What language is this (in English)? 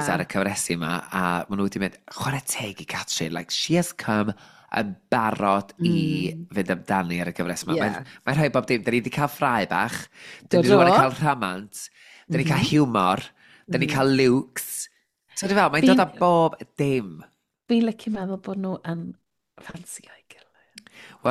Welsh